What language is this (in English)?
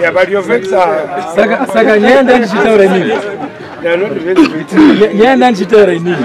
Shona